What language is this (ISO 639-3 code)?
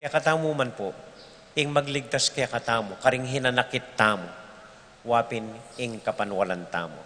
pam